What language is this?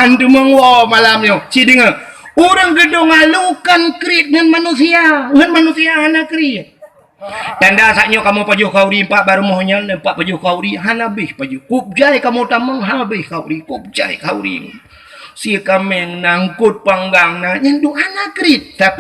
Achinese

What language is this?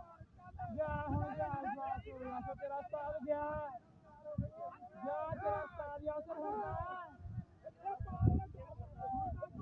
Punjabi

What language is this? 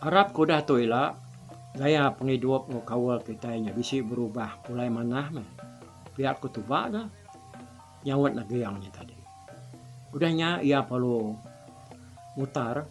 Iban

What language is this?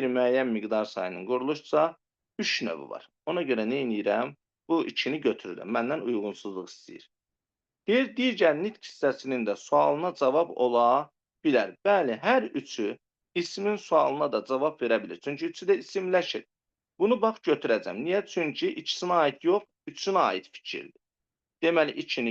Azerbaijani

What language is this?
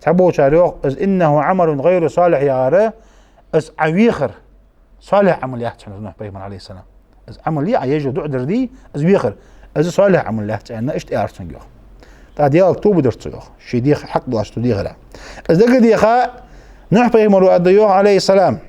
Ingush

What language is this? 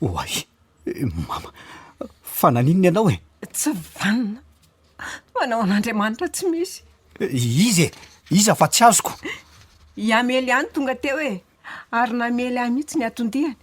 Malagasy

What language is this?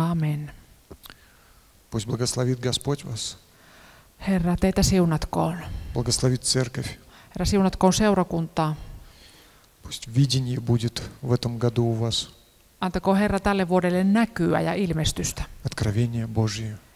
Finnish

